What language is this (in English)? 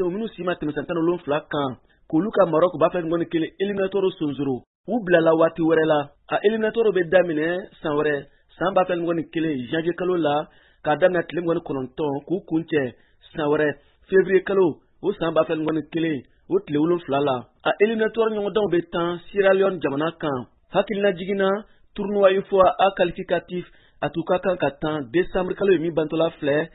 Bambara